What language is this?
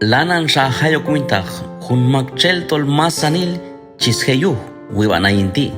Q'anjob'al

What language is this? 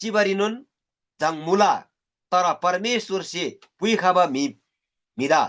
Eastern Tamang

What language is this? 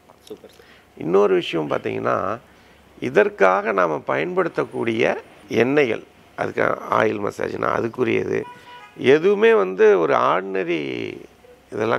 Tamil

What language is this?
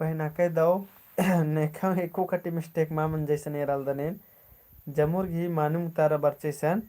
Kurukh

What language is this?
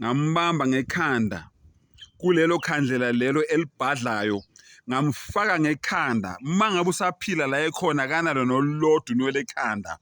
Zulu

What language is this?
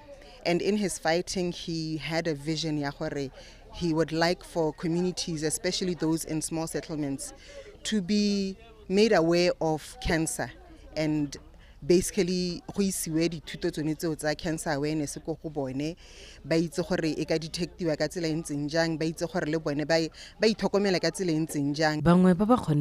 Tswana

